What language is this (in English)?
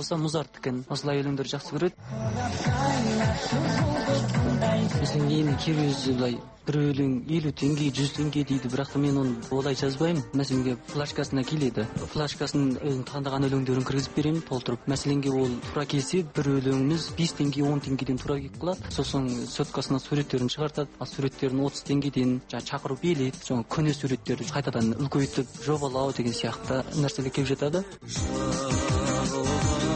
Kazakh